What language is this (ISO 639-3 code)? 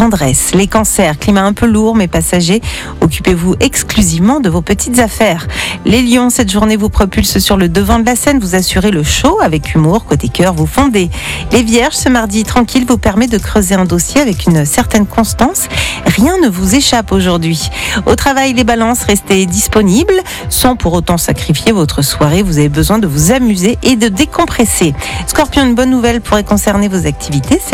fra